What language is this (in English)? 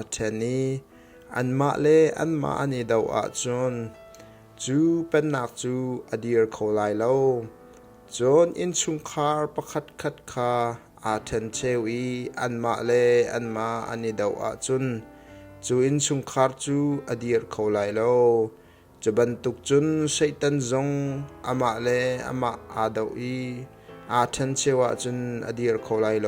Hakha Chin